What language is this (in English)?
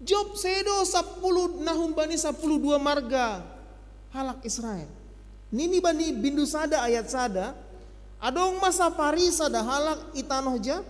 Batak Simalungun